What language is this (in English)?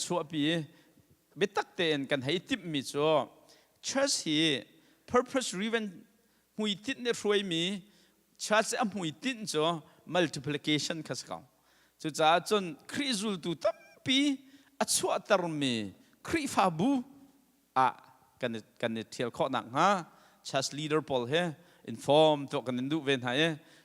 Hakha Chin